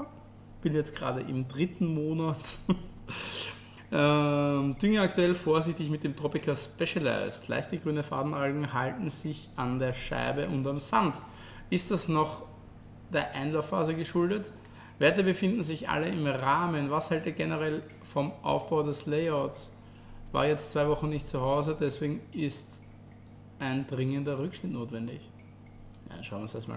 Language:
German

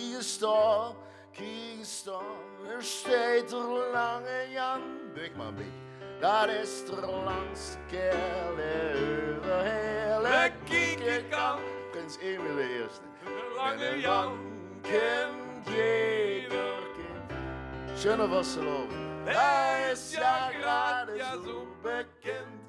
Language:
Limburgish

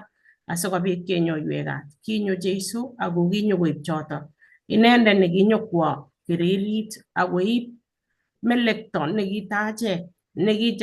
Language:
Kalenjin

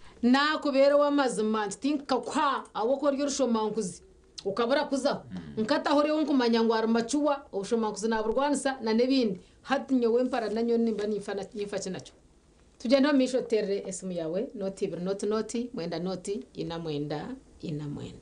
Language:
Nyankole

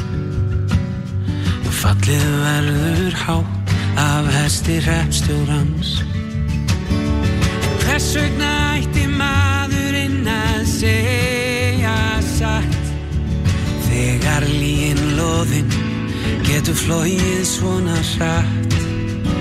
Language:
Icelandic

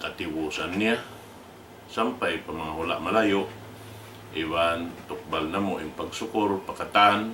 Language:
Tausug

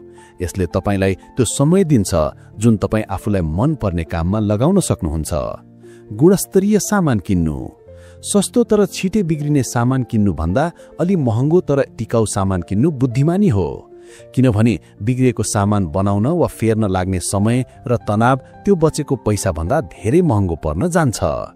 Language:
Nepali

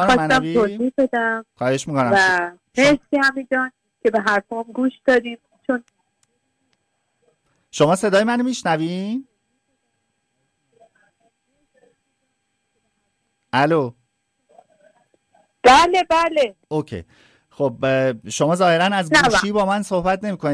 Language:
Persian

